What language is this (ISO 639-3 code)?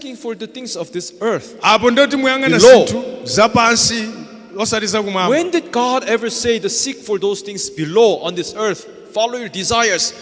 nya